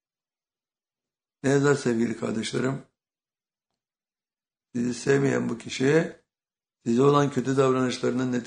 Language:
Turkish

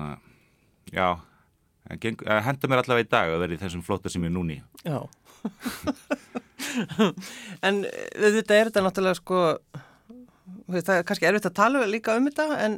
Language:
Icelandic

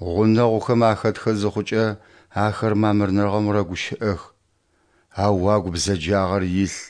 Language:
Adyghe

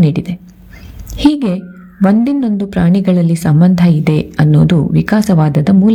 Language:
Kannada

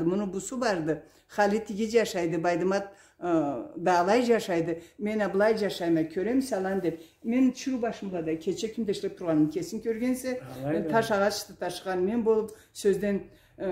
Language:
Karachay-Balkar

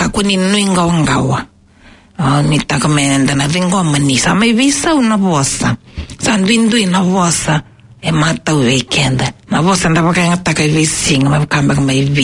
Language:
Fijian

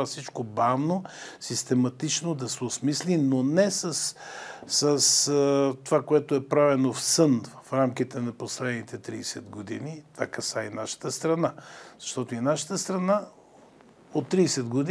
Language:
Bulgarian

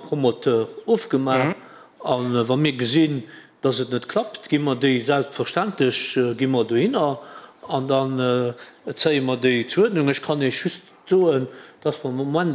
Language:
Luxembourgish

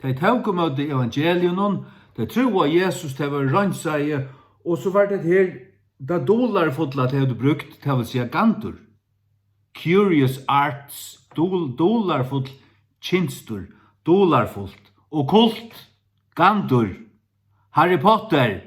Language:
Faroese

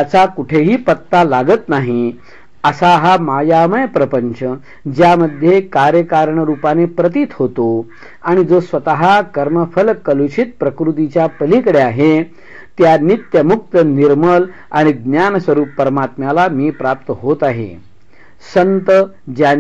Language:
Marathi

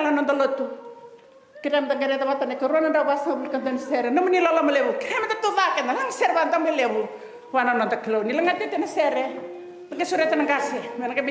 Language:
Fijian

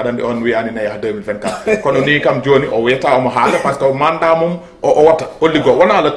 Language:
Fula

